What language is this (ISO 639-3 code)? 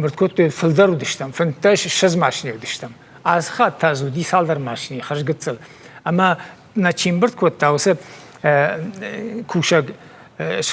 oss